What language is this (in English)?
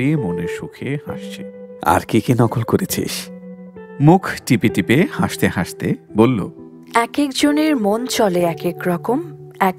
Bangla